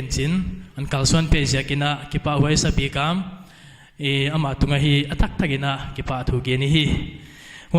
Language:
Paite Chin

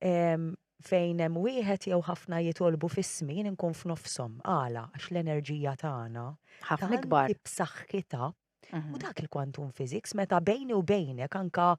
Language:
Maltese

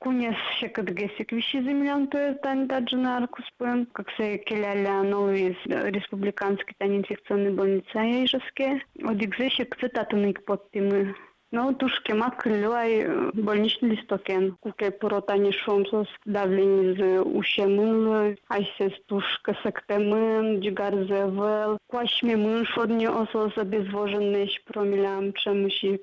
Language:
Udmurt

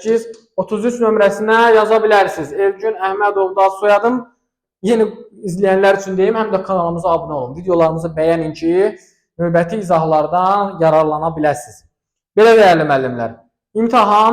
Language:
Azerbaijani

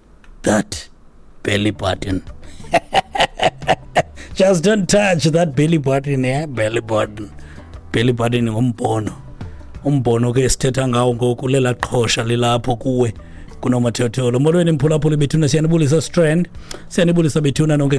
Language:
Xhosa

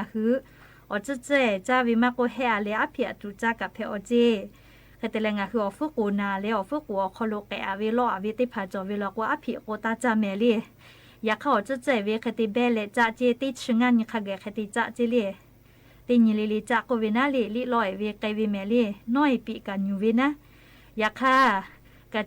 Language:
Lahu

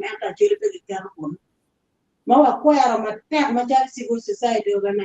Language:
Acoli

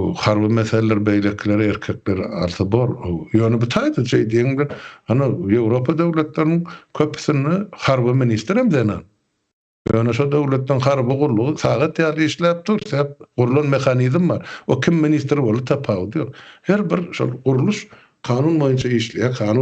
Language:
Turkmen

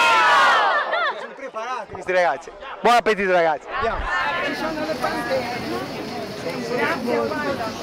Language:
Italian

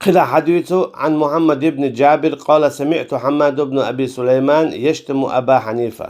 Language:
Chechen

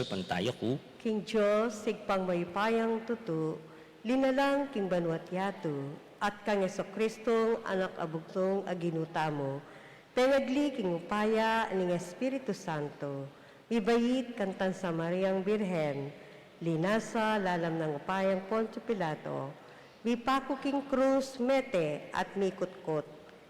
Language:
Pampanga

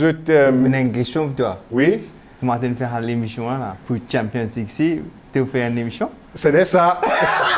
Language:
Morisyen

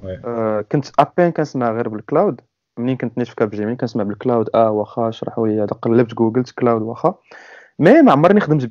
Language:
Moroccan Arabic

